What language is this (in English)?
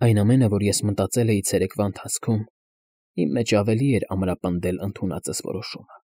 Armenian